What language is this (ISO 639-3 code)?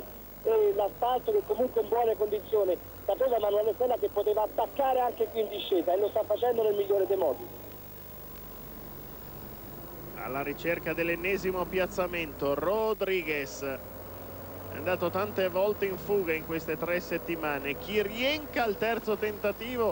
ita